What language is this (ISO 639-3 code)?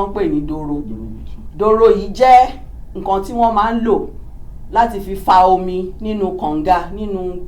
yor